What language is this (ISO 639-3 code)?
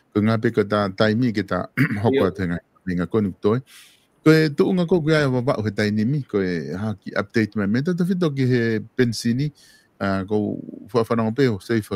ton